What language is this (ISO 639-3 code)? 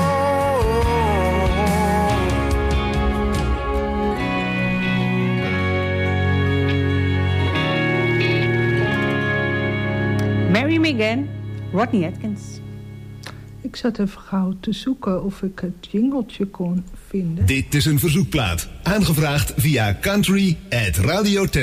nld